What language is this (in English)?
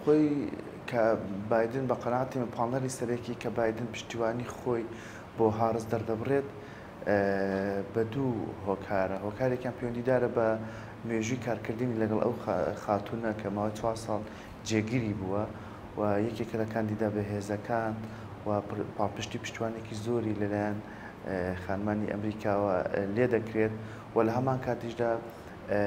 Central Kurdish